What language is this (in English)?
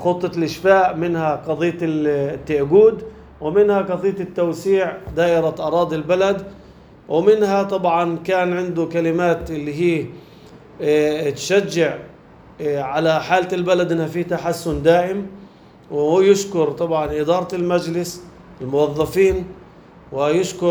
North Levantine Arabic